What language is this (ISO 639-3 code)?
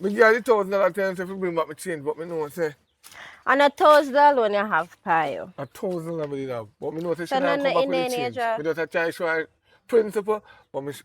jam